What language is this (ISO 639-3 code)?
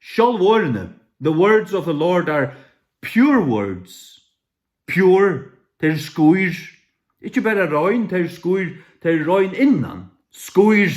fao